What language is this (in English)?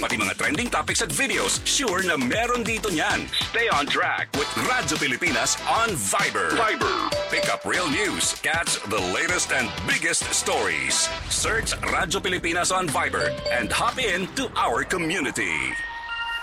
Filipino